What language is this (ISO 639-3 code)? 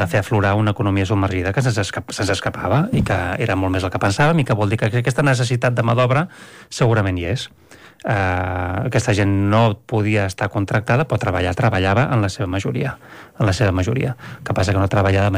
cat